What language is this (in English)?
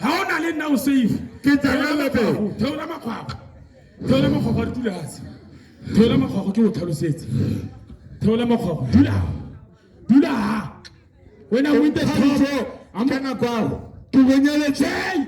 Tswana